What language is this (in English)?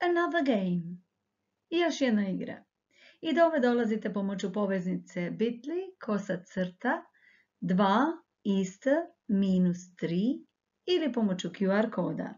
Croatian